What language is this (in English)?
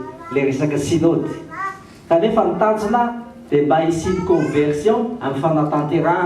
Malagasy